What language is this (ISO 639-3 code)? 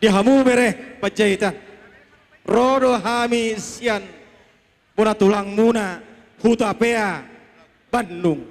bbc